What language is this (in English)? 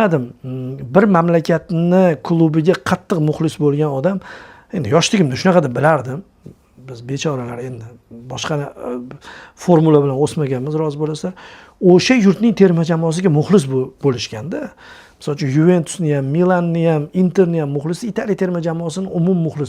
Uzbek